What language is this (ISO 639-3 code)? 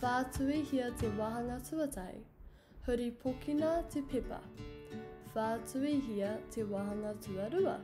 mri